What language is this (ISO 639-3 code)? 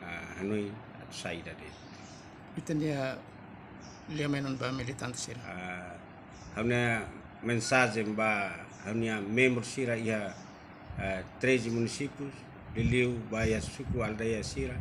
tet